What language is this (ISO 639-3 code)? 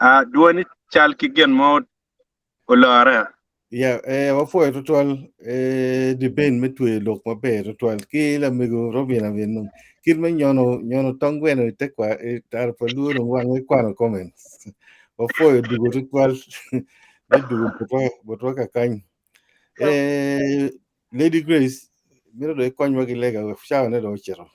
ach